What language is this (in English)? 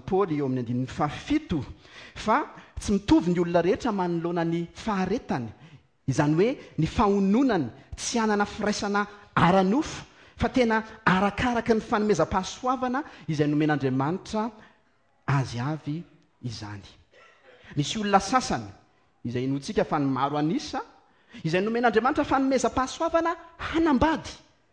Malagasy